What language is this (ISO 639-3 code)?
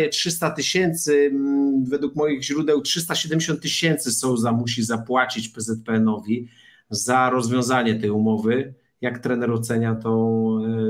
pol